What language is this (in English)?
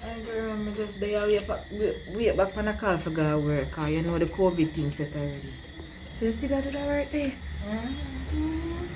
Jamaican Creole English